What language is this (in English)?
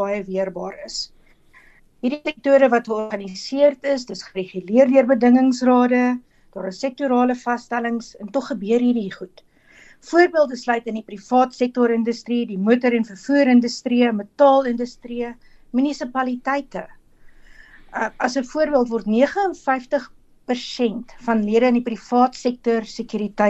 Afrikaans